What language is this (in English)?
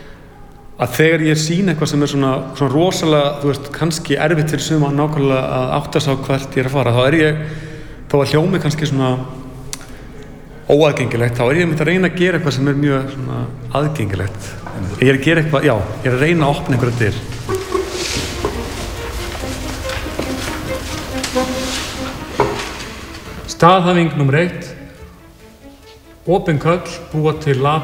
Icelandic